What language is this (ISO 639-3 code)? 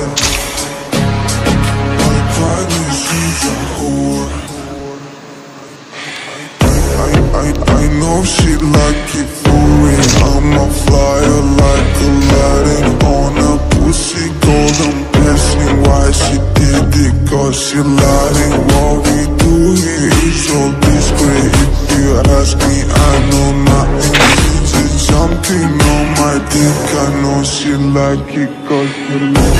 eng